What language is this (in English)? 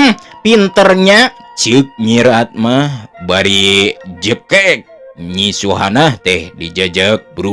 Sundanese